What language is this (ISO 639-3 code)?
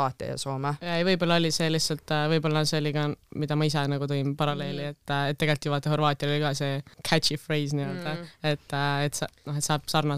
est